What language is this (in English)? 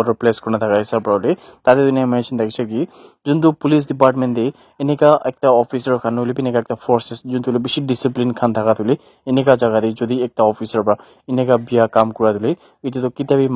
Naga Pidgin